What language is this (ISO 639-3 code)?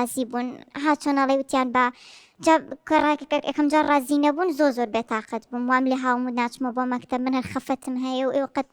ckb